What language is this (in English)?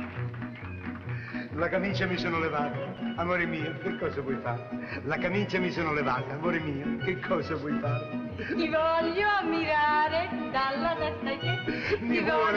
Italian